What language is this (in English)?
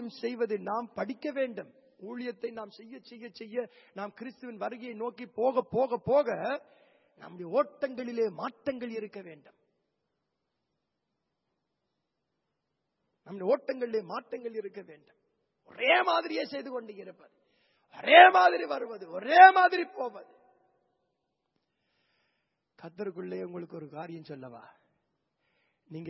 Tamil